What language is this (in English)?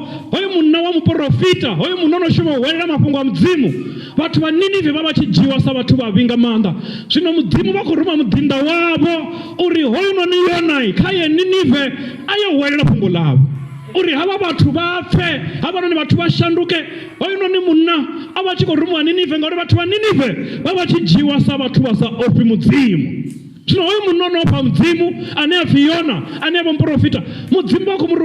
Venda